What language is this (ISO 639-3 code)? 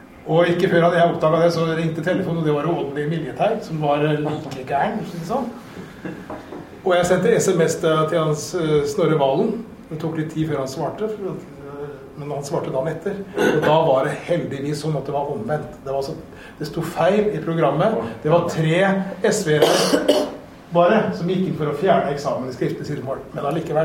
nor